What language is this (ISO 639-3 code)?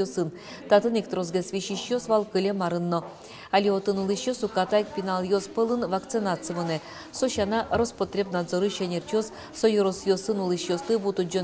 udm